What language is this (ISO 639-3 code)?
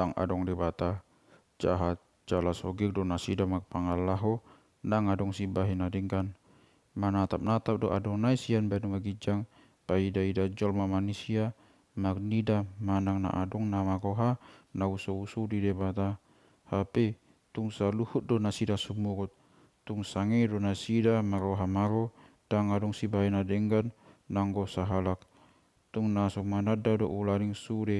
bbc